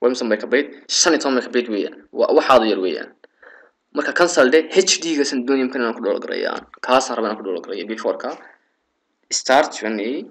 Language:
Somali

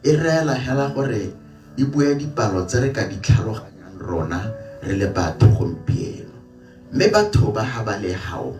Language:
Tswana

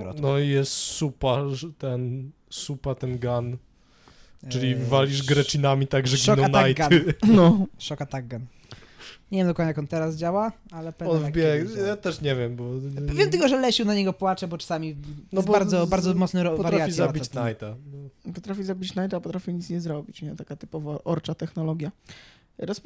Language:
Polish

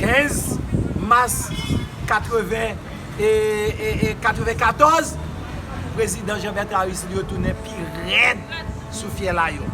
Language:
Haitian Creole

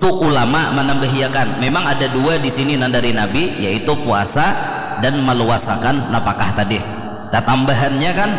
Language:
Banjar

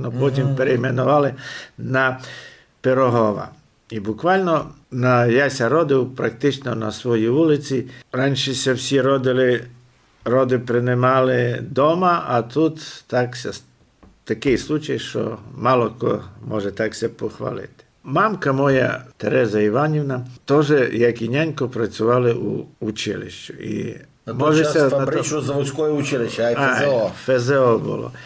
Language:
Rusyn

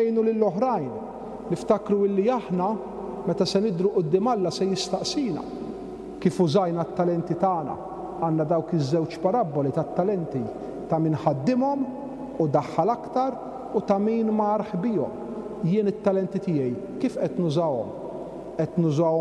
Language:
Maltese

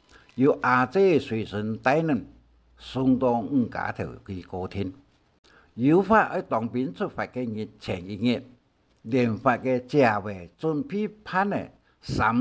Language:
Hakka Chinese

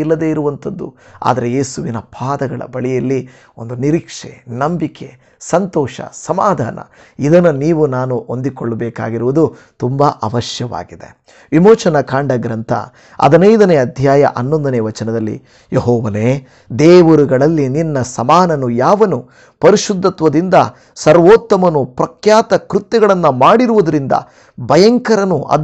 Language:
Kannada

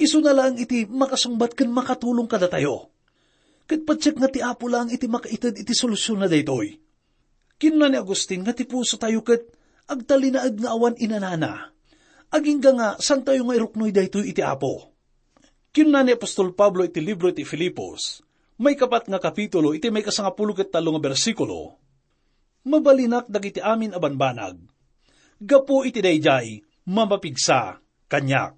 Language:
Iloko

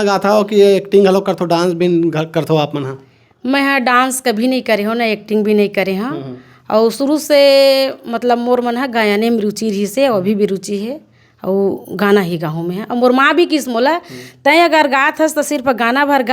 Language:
Chhattisgarhi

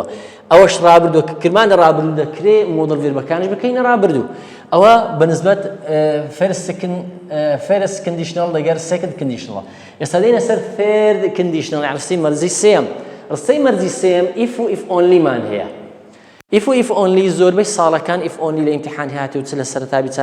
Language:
Central Kurdish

